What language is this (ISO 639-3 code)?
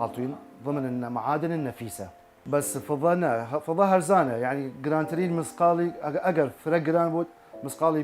sdh